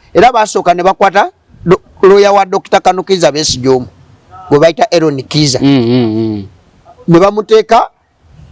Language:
Ganda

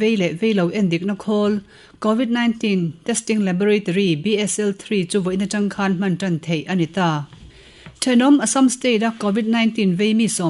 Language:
Mizo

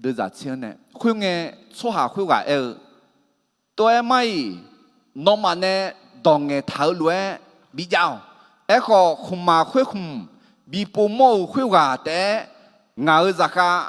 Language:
Akha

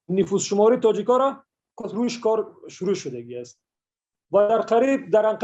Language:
Persian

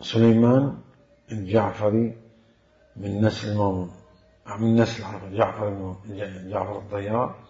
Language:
Mesopotamian Arabic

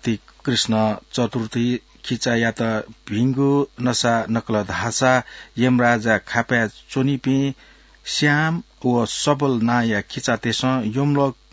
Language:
Newari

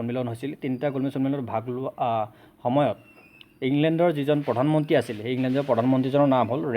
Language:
Assamese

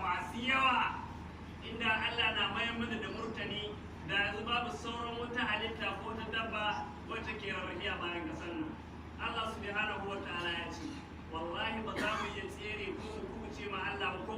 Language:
Hausa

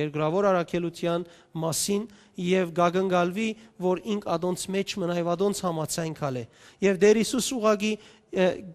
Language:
Western Armenian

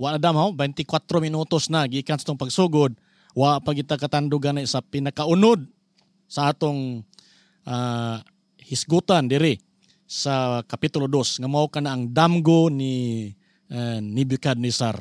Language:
Cebuano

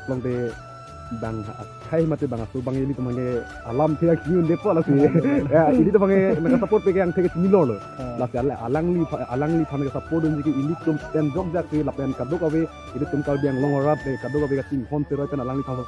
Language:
Karbi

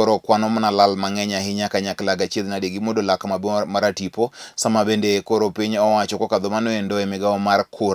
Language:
Luo (Kenya and Tanzania)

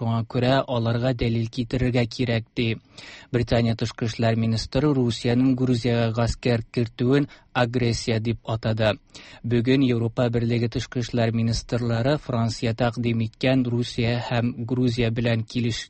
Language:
Tatar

